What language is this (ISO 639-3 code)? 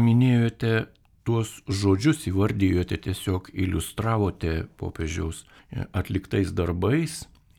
lit